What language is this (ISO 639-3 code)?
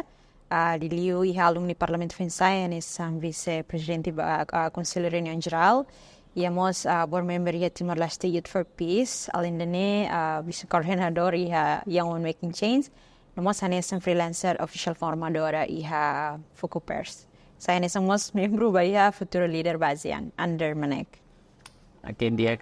tet